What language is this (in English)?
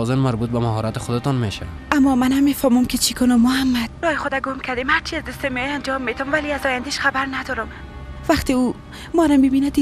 Persian